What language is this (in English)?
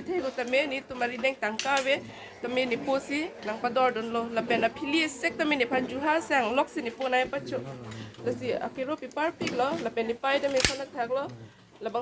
Karbi